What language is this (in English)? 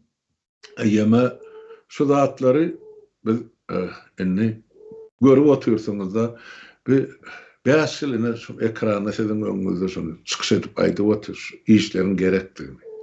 Turkmen